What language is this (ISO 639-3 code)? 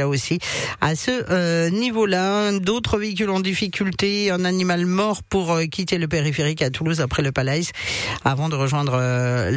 fra